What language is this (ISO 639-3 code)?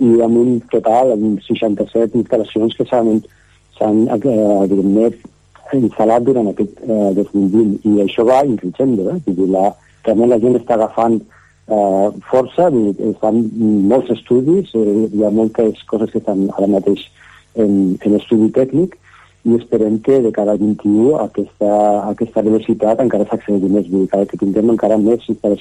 cat